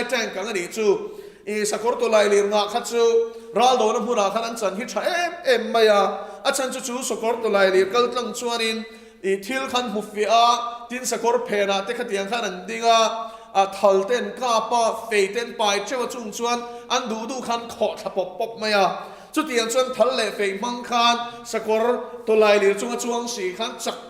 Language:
Mizo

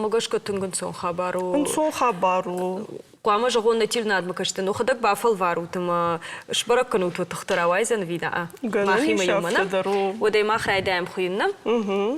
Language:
Ossetic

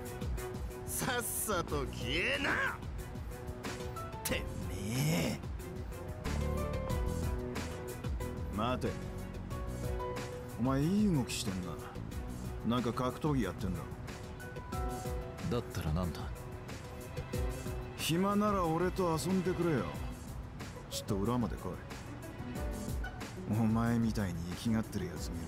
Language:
Japanese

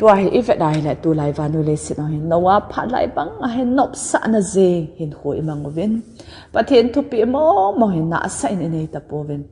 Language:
Thado Chin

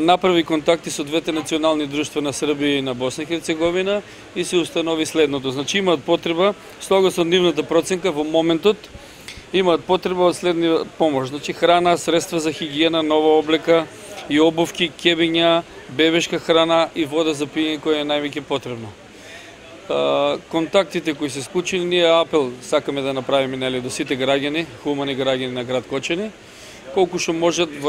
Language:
Macedonian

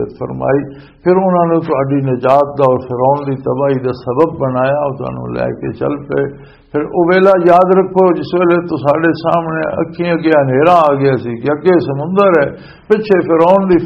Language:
Western Panjabi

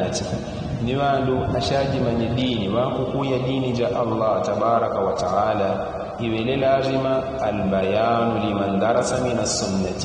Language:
Yao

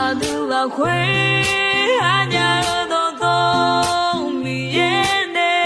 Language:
Akha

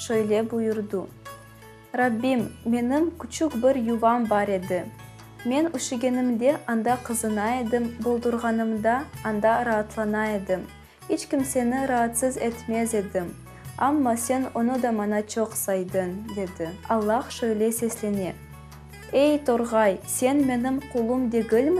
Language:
Crimean Tatar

